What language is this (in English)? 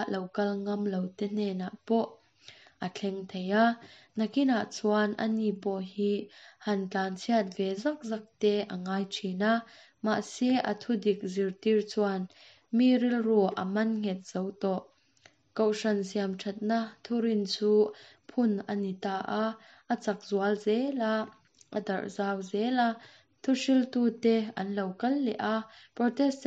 Mizo